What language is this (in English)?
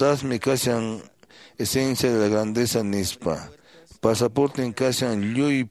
Quechua